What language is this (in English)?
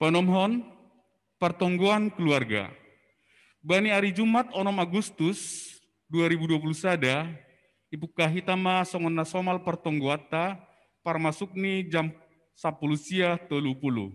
Batak Simalungun